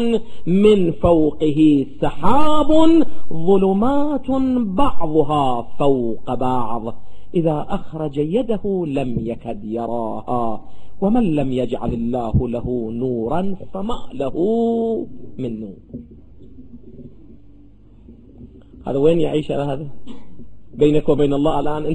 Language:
Arabic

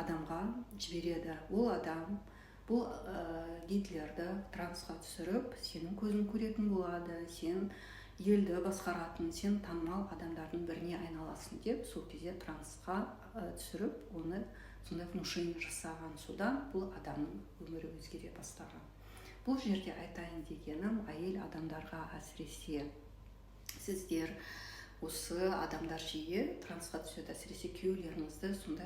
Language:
Kazakh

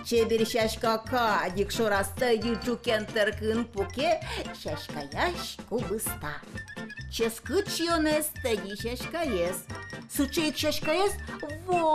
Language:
Udmurt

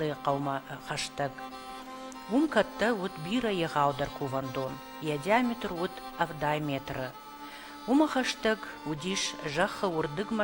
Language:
Ossetic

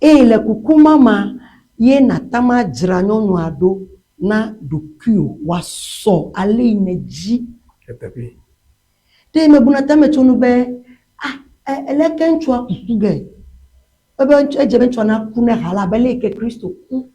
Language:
Ewe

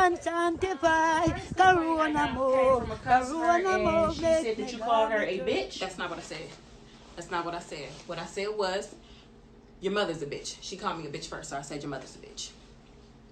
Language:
Jamaican Creole English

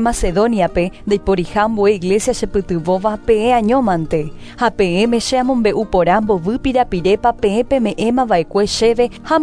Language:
Guarani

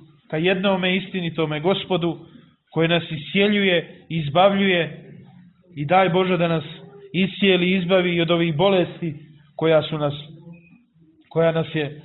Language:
Bosnian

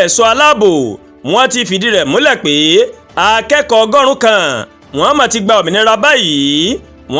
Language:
Yoruba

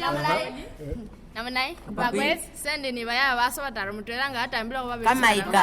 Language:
Masaaba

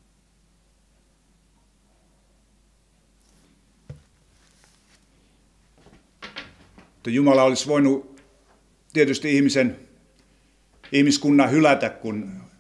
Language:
Finnish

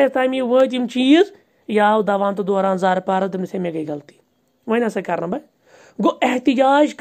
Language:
Kashmiri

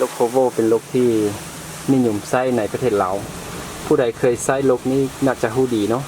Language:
Lao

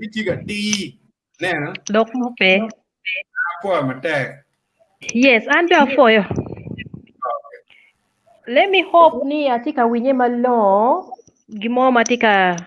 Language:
Acoli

